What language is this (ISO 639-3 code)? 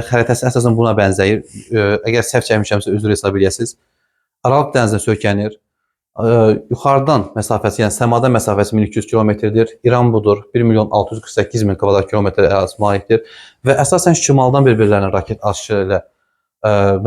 aze